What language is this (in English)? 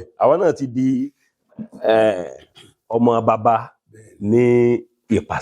Yoruba